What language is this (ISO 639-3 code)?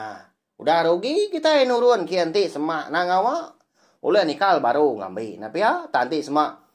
iba